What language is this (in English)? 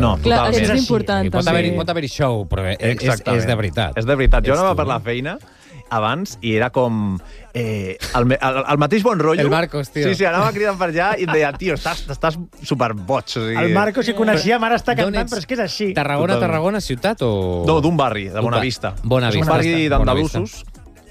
Catalan